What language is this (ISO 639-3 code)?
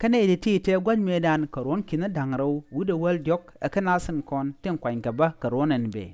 nus